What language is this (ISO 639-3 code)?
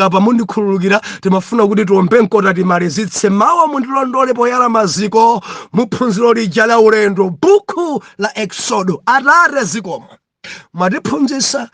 nya